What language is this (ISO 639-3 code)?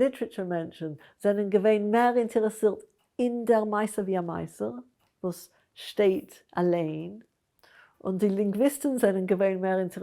yid